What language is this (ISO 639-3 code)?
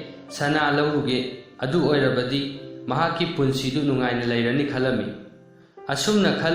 mni